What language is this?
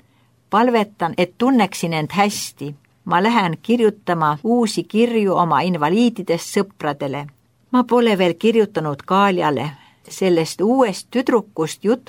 Estonian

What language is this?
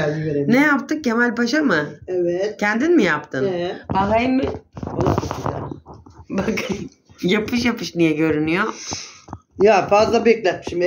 Turkish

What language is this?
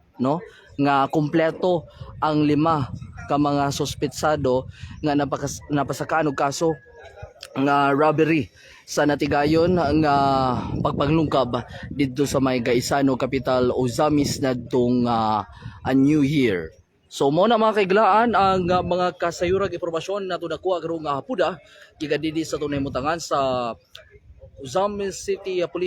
Cebuano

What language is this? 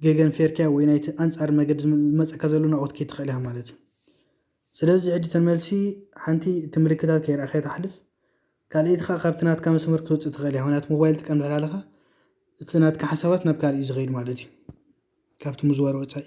Tigrinya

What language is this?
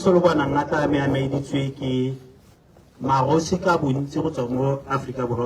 Tswana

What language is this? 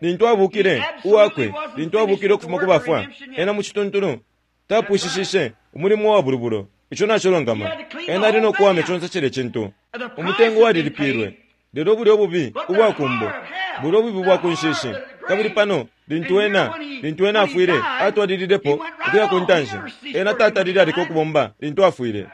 Bemba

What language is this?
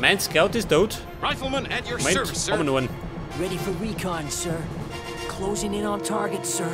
Bavarian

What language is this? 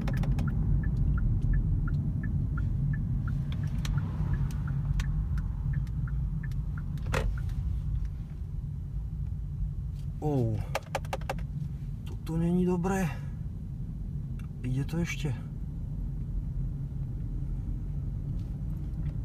Slovak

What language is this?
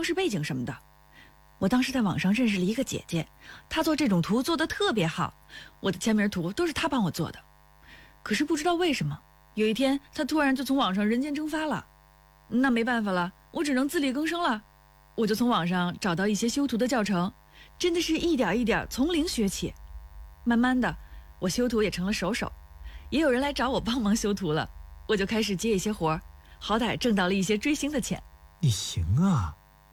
Chinese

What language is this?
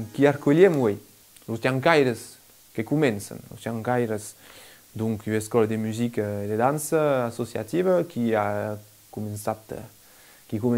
Occitan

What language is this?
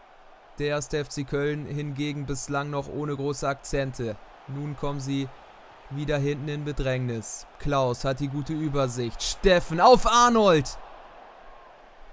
German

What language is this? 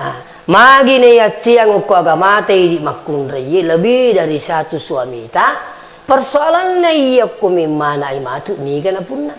Buginese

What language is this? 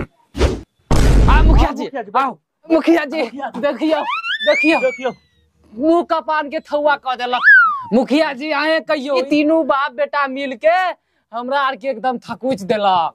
Maithili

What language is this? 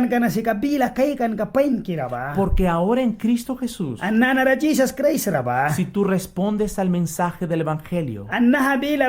Mískito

